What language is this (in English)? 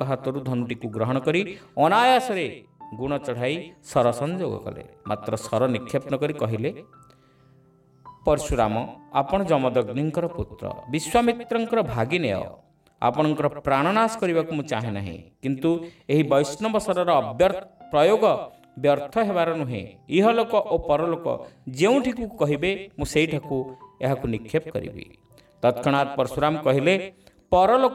Odia